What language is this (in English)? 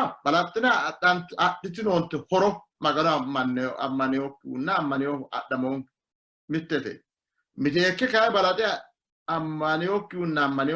Sidamo